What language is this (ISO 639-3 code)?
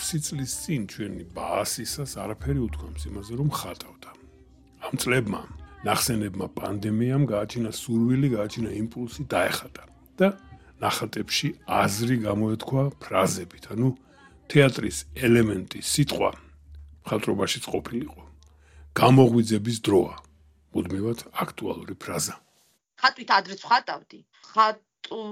kat